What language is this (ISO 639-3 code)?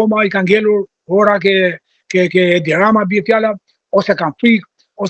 sqi